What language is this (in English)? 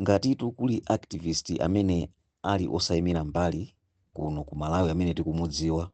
Nyanja